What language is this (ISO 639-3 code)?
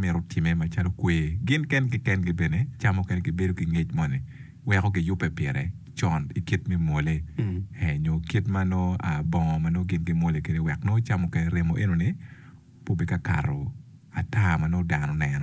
ach